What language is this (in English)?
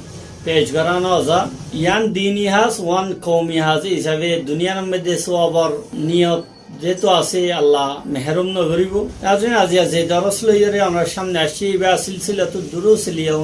Rohingya